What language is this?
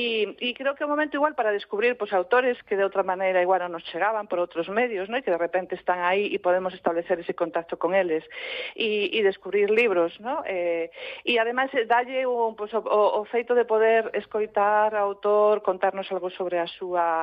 Galician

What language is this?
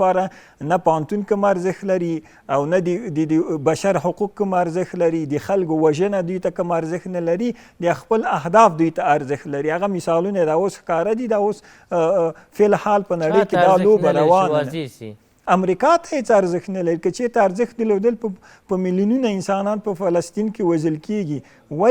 Pashto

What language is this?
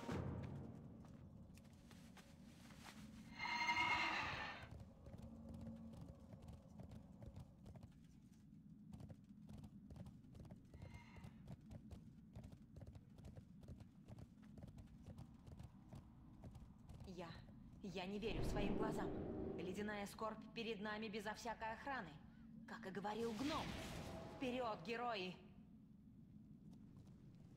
Russian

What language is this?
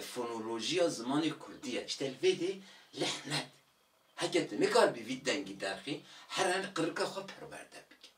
Kurdish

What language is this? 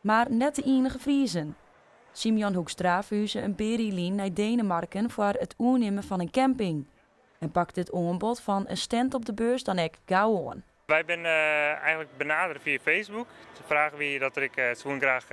Western Frisian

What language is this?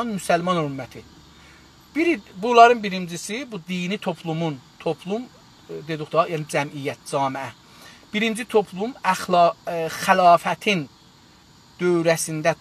South Azerbaijani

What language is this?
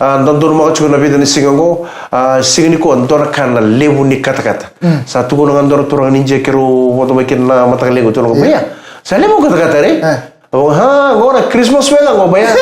Fijian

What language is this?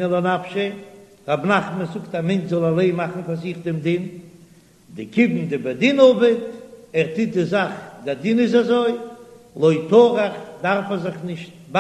Yiddish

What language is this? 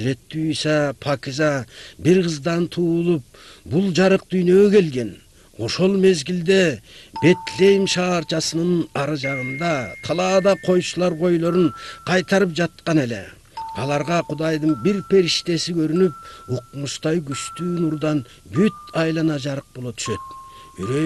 Kyrgyz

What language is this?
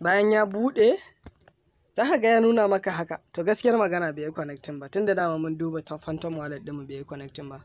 Hausa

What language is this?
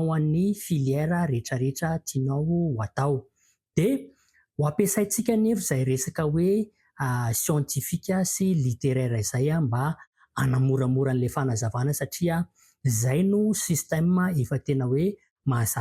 Malagasy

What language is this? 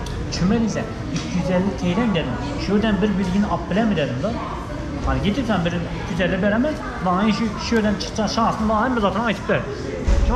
Turkmen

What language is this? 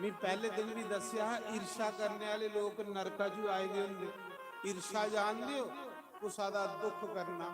Dogri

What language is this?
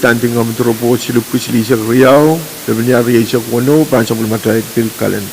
Pohnpeian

